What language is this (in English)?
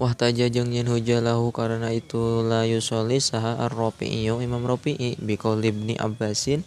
Sundanese